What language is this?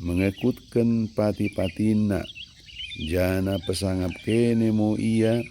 Batak Dairi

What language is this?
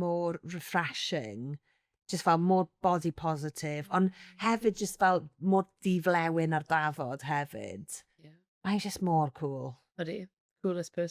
Welsh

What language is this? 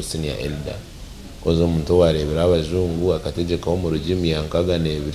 Nyankole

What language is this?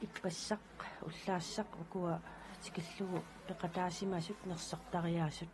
Kalaallisut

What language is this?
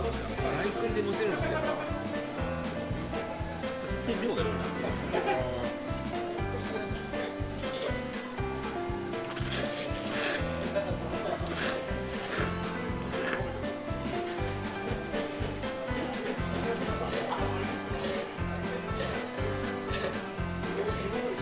Japanese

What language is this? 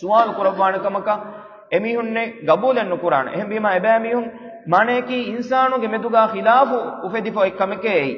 Divehi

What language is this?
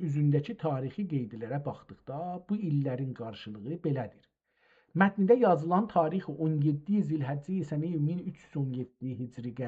South Azerbaijani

